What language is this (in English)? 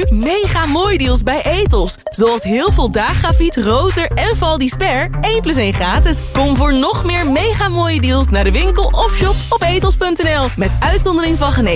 Dutch